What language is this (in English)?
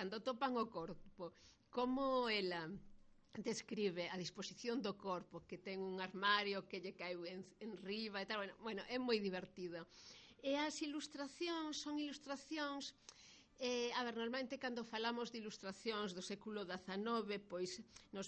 Galician